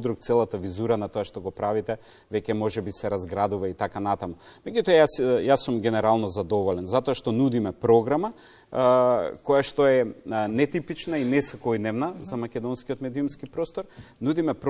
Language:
Macedonian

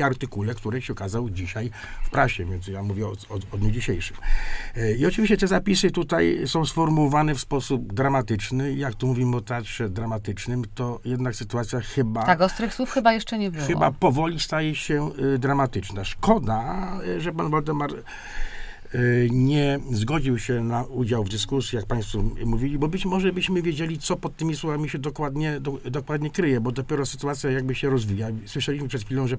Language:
Polish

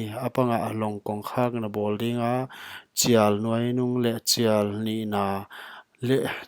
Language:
Paite Chin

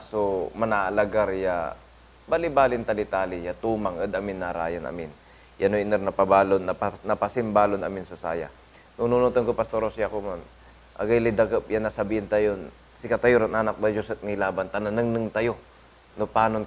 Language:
Pangasinan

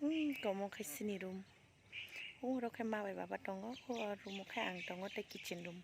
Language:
Kok Borok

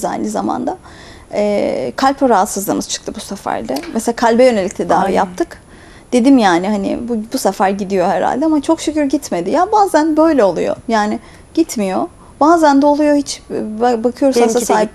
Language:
Turkish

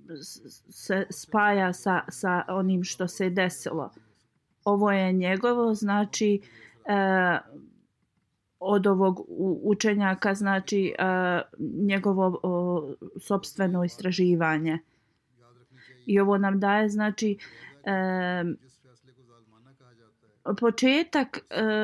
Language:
Bosnian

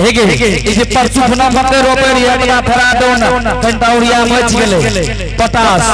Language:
Angika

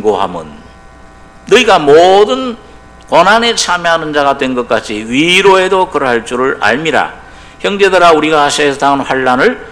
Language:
Korean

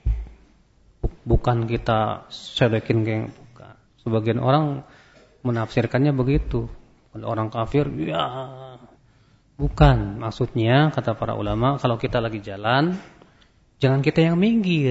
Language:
Indonesian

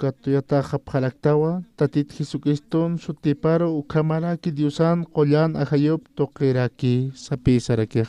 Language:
Aymara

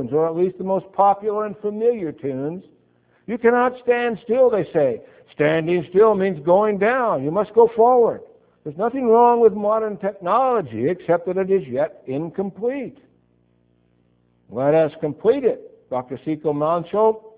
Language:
English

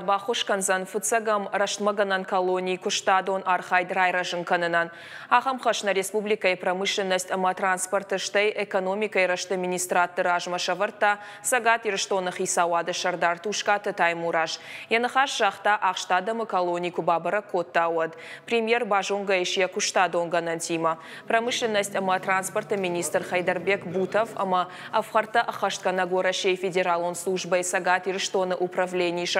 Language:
Ossetic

